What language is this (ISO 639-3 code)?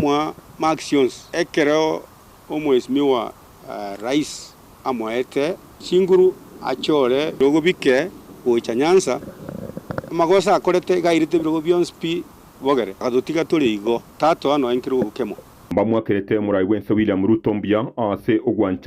guz